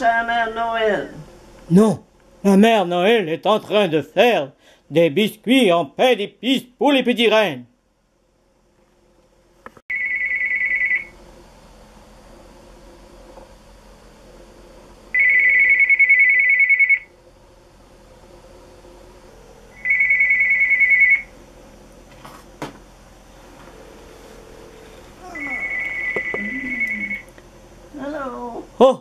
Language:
French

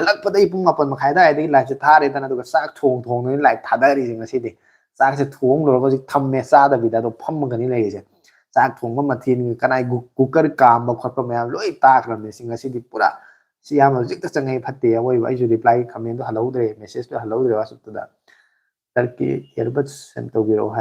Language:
Manipuri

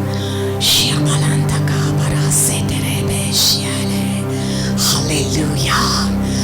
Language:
Konkani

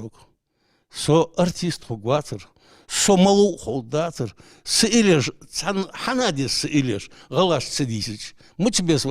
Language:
Ingush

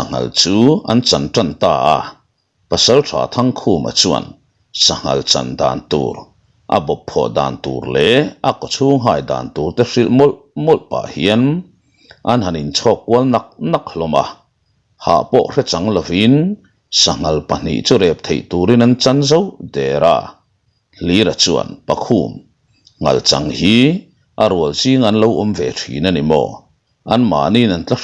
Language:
Mizo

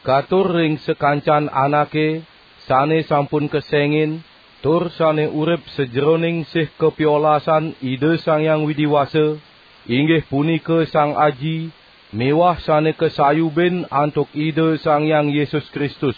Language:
Balinese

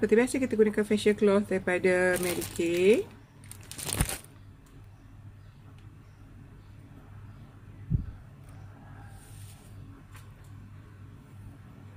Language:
Malay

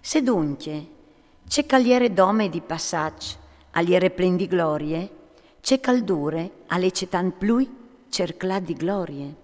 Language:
Friulian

